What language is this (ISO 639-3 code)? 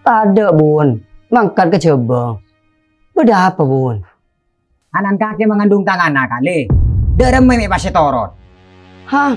mad